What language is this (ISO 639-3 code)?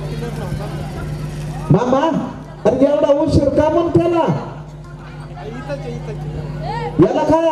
mar